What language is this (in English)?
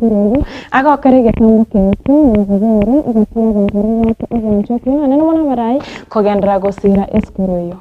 Gusii